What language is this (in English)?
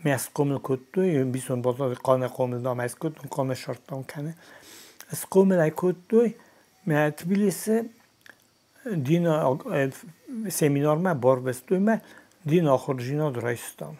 Ossetic